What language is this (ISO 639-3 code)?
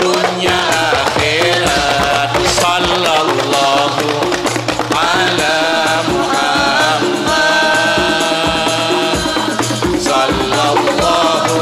mad